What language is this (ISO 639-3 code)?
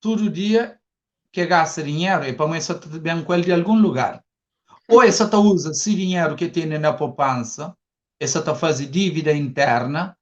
kea